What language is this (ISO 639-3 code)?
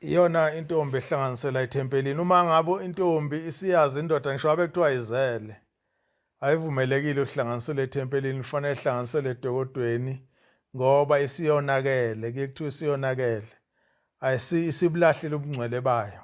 zul